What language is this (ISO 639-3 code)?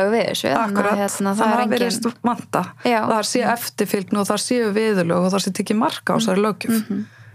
isl